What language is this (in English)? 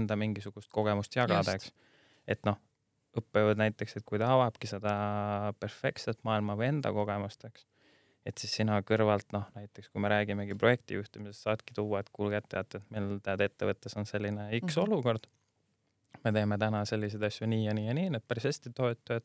Estonian